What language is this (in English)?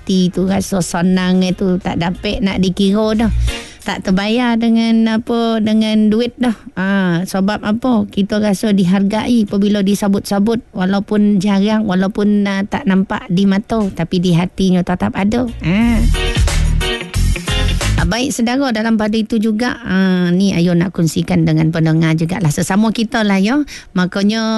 Malay